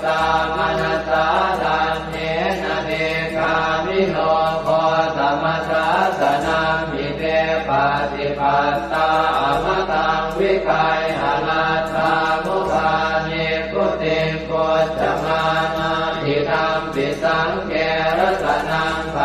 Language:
Pali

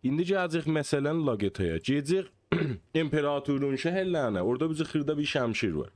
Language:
South Azerbaijani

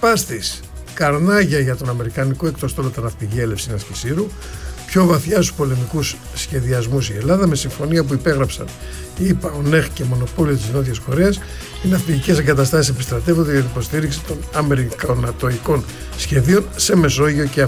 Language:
Greek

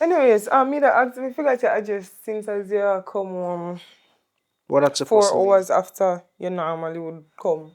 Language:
Jamaican Creole English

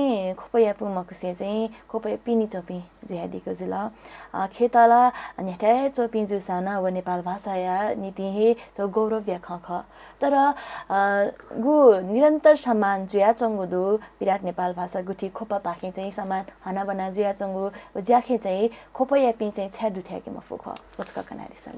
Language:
Newari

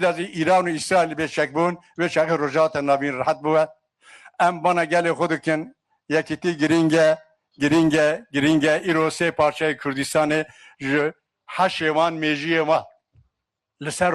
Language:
Kurdish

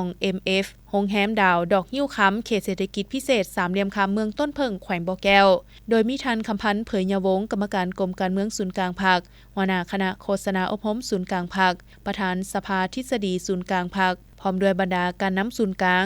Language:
Lao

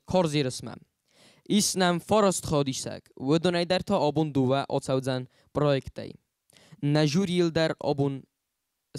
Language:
Ossetic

